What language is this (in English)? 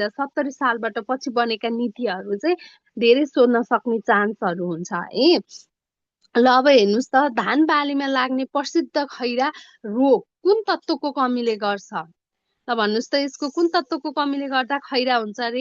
Nepali